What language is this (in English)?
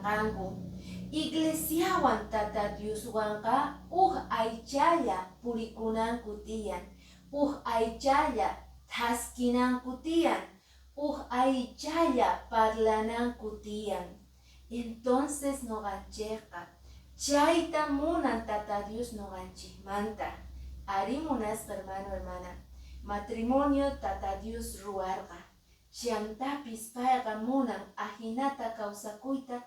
Quechua